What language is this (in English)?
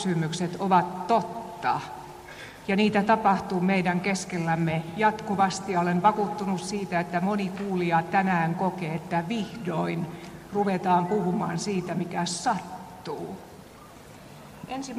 Finnish